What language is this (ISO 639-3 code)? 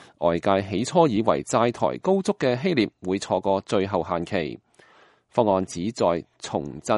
yue